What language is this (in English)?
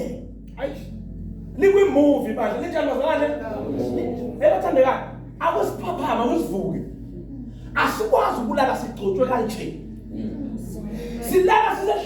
Zulu